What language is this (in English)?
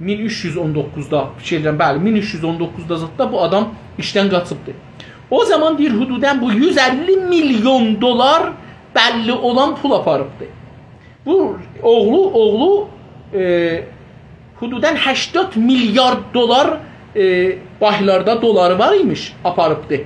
South Azerbaijani